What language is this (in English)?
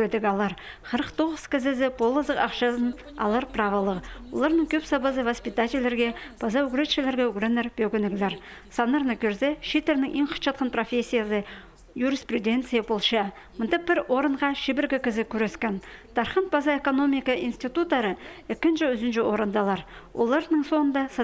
Khakas